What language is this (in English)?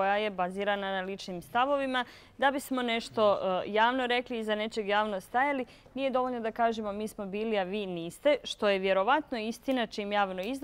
Bosnian